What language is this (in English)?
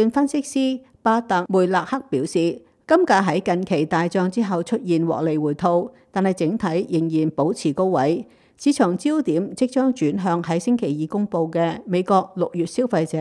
Cantonese